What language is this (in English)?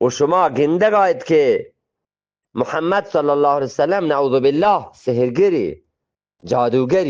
Eastern Balochi